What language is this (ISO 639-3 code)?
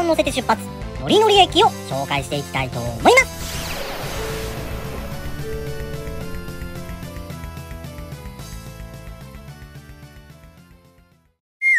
jpn